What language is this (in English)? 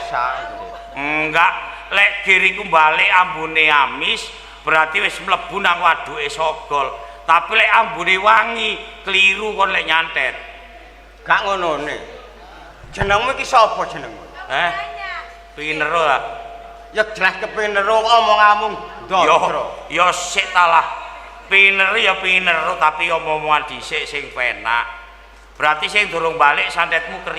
Javanese